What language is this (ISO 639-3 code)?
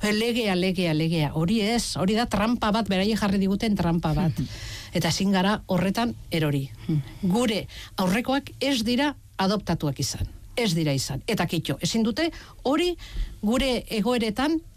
eus